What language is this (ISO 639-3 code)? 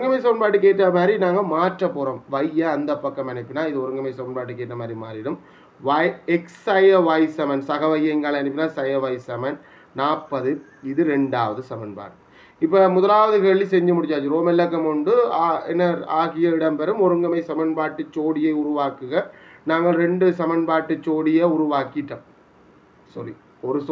tam